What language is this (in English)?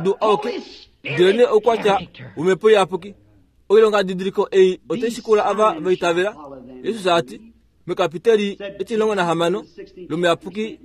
Kuanyama